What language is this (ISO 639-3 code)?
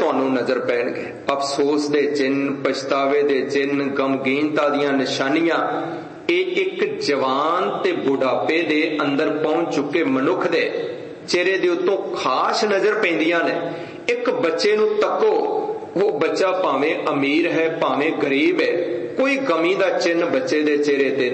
pan